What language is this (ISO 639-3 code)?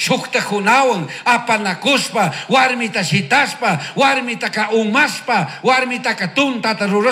qug